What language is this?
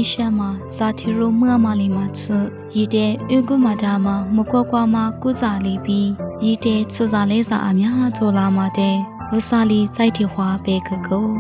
Lisu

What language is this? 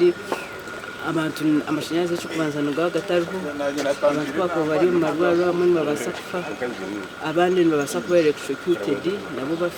Nyankole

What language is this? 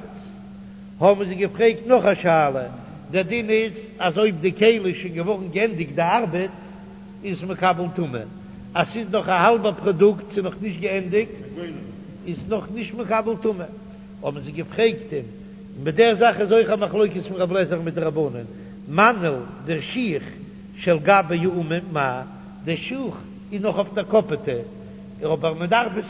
Yiddish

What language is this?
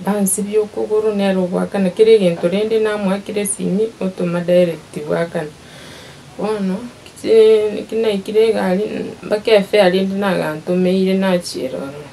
Gusii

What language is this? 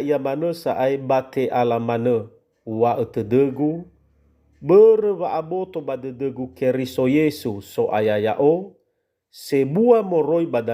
Nias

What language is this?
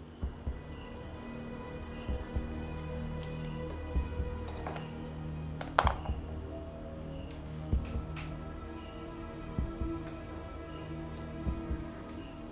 Malay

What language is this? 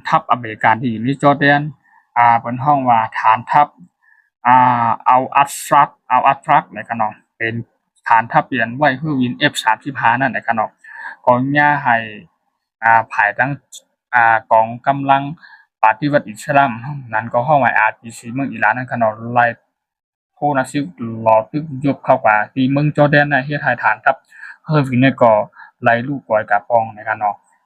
Shan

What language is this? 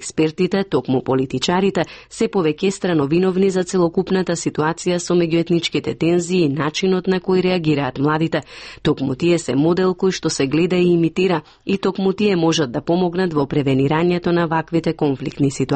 Macedonian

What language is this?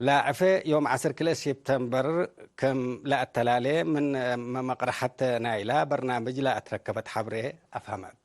Tigre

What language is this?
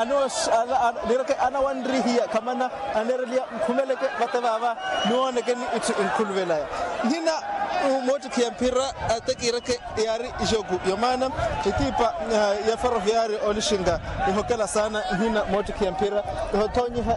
Makhuwa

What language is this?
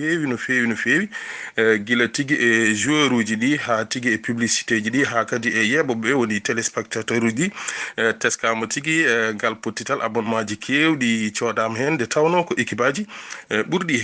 Fula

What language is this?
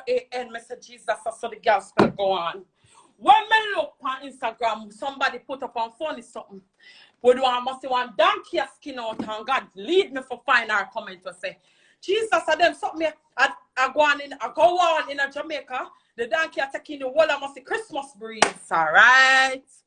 Jamaican Creole English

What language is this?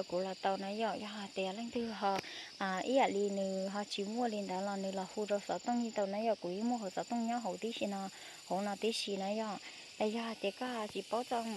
Hmong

